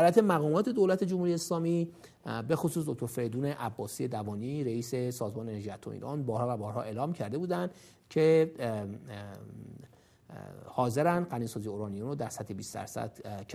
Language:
Persian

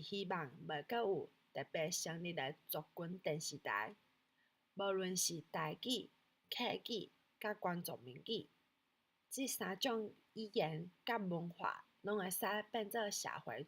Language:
Min Nan Chinese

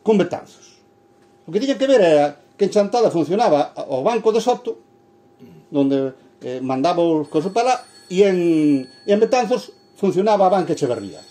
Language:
Galician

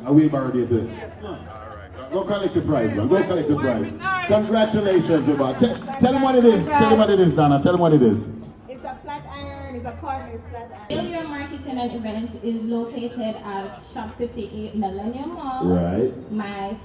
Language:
Jamaican Creole English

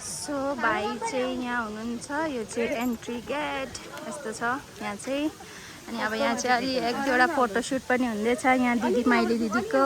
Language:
Nepali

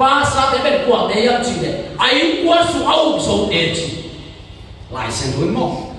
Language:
Tedim Chin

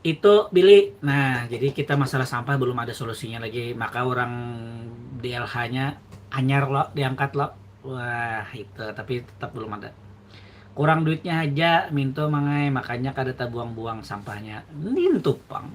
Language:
Banjar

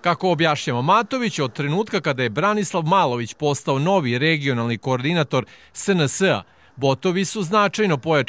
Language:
Serbian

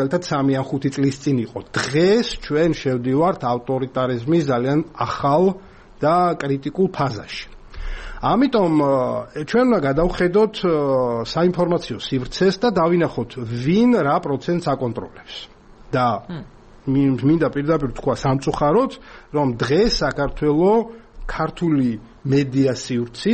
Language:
Georgian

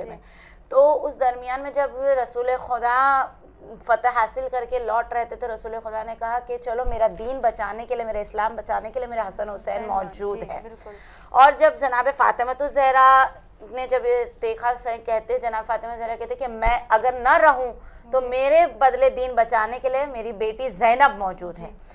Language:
Urdu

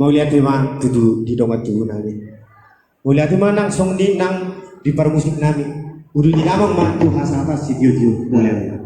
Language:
Batak Toba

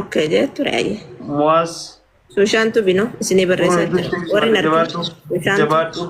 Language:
Oromo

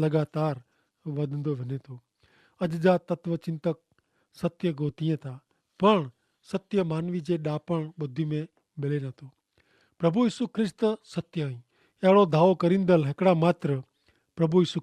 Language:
Kachhi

